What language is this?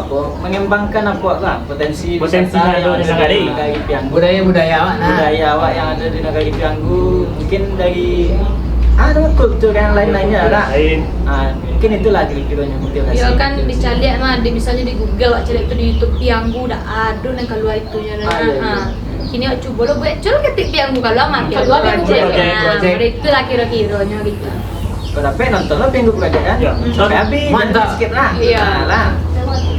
Minangkabau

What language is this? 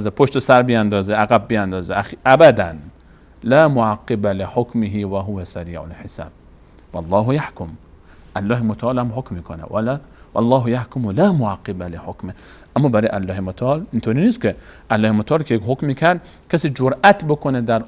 Persian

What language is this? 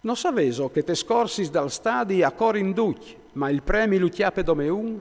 Friulian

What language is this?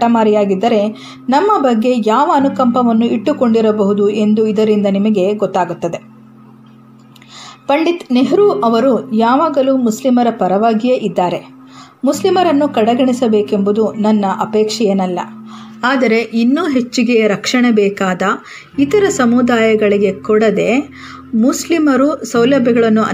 Kannada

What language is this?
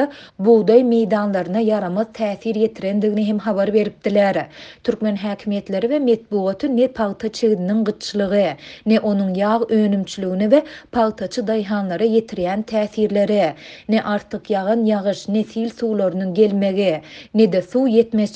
Turkmen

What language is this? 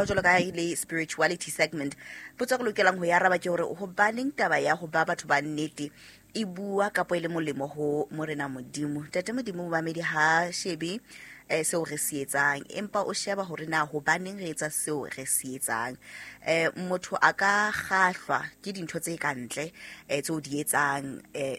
Southern Sotho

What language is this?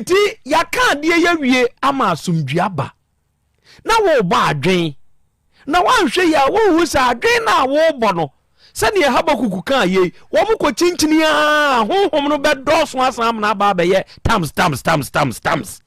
Akan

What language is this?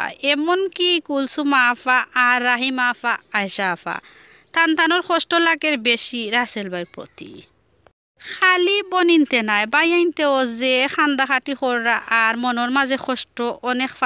Sylheti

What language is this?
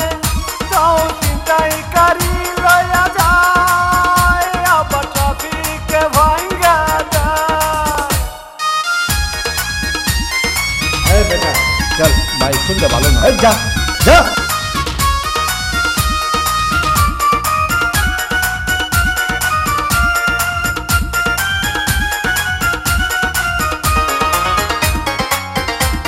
Bangla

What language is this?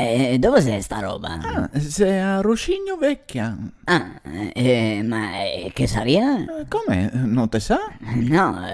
Venetian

